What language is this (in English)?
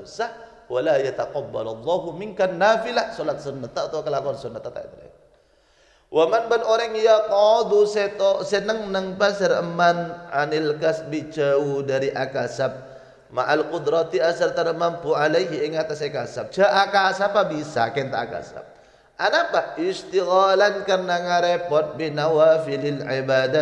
Madurese